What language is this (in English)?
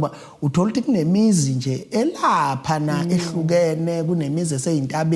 Zulu